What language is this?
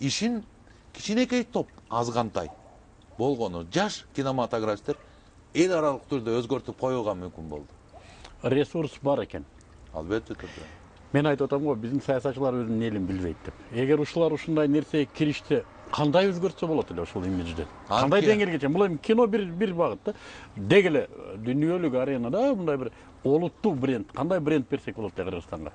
Kyrgyz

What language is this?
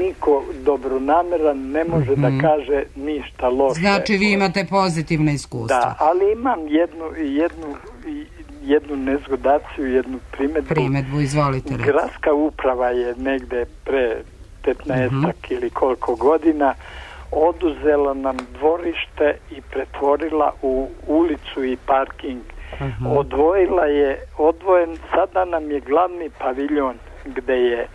Serbian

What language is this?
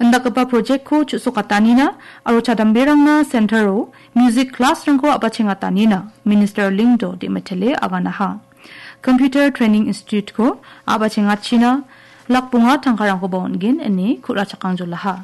Garo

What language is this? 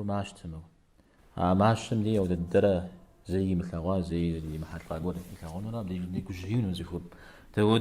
Kabardian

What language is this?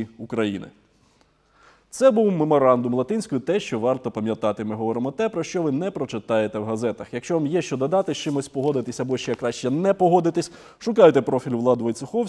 Ukrainian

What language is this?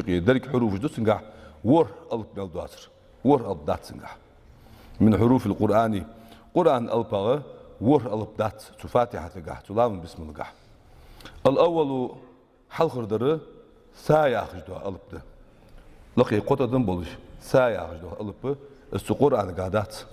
Ingush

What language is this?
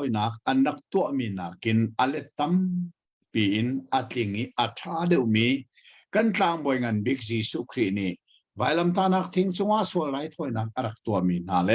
Hakha Chin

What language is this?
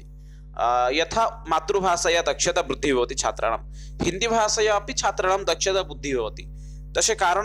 Sanskrit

